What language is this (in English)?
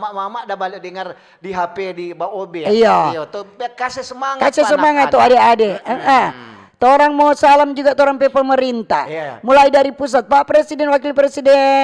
Manado Malay